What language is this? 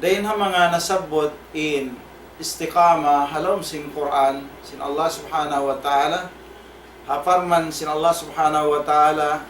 Tausug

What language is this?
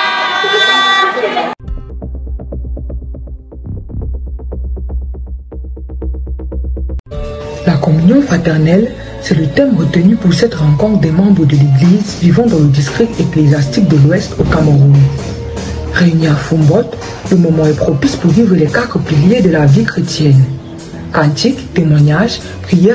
French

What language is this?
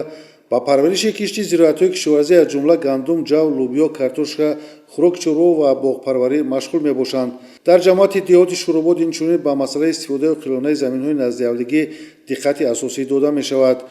Tajik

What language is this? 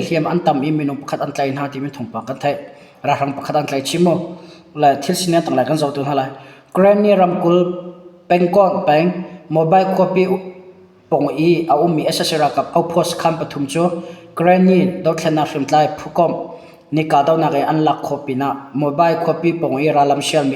Hakha Chin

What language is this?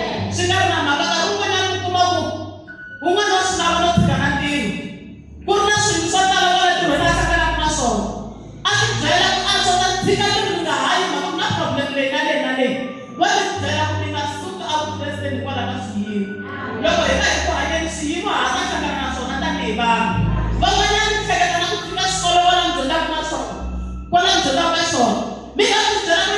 Tsonga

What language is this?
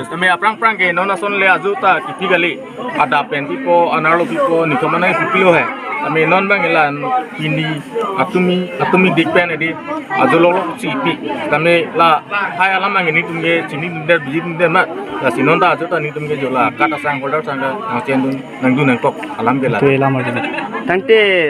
Karbi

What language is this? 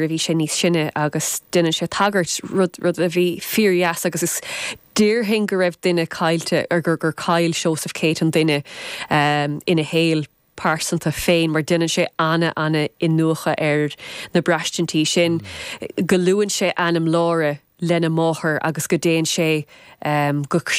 Irish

